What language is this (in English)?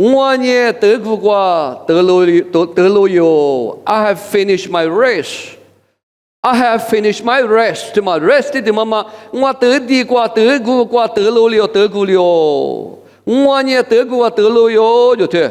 Lisu